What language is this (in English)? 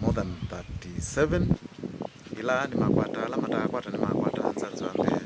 Kamba